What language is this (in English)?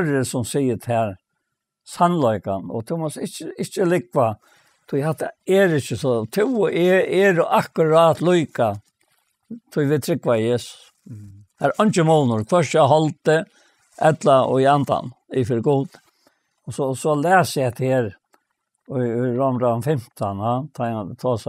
Faroese